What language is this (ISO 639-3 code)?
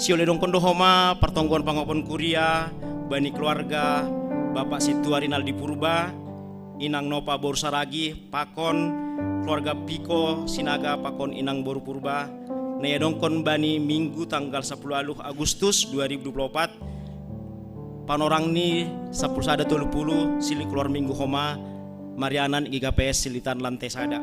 bts